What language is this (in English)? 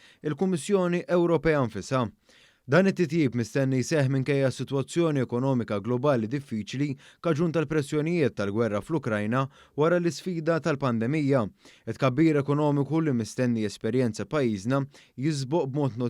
Maltese